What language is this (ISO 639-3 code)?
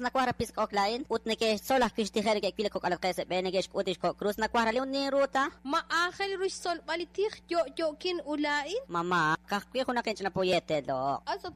kek